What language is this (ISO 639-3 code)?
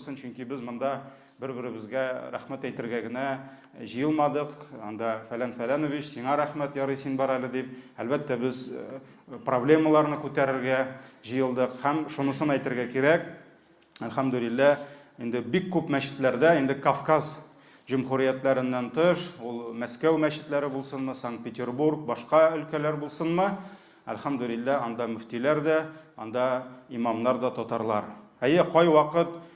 tat